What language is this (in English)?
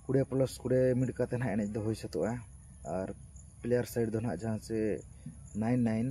Santali